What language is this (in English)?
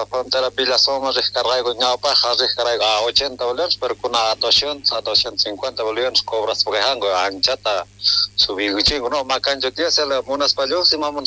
South Bolivian Quechua